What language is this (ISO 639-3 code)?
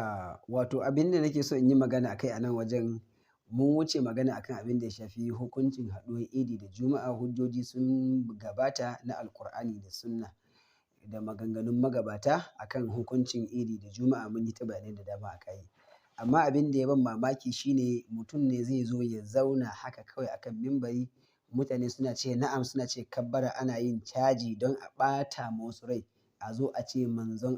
hau